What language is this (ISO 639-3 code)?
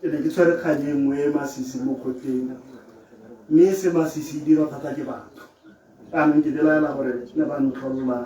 tsn